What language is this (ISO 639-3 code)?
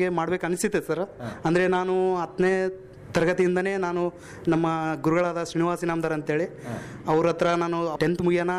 kan